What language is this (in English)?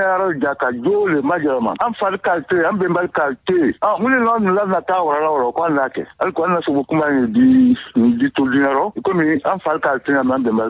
Bambara